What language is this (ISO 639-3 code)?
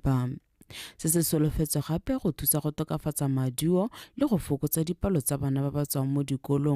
tsn